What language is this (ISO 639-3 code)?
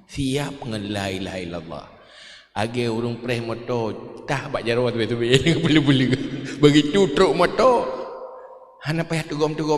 ace